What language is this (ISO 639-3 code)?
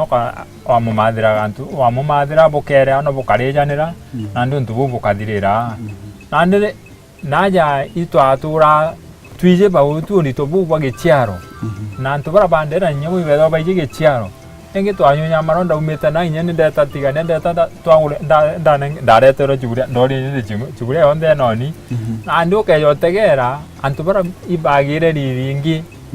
mer